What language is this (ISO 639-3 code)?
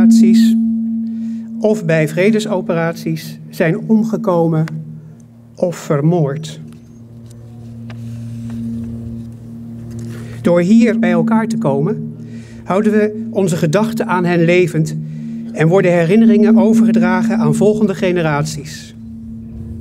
nld